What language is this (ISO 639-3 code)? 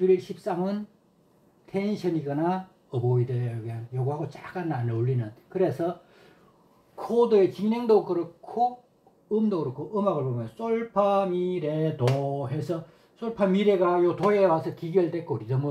kor